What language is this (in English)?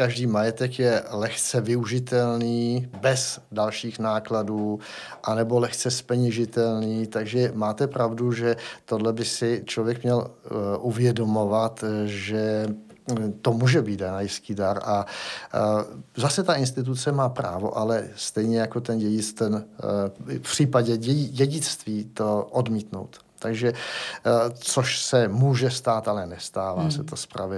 Czech